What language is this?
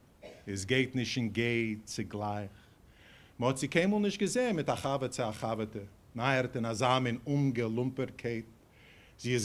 Yiddish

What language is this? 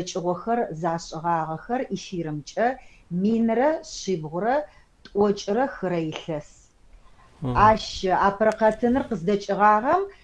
Adyghe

